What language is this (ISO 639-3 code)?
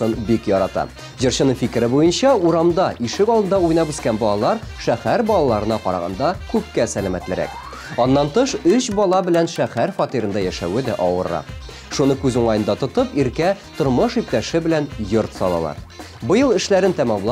tat